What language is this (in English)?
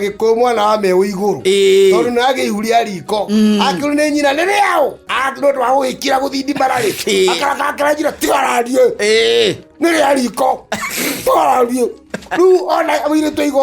Kikuyu